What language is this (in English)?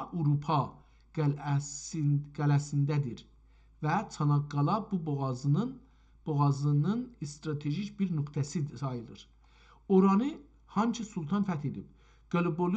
South Azerbaijani